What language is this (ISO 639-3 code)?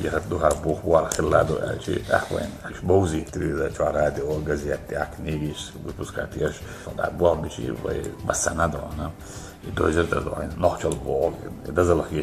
che